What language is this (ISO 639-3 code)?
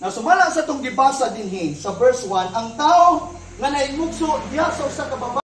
ceb